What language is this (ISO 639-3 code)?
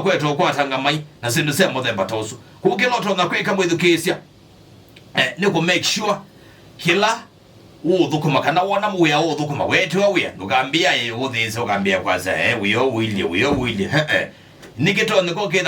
kam